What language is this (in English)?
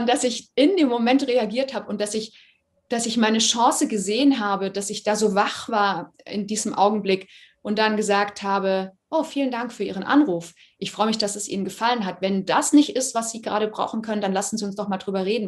Swiss German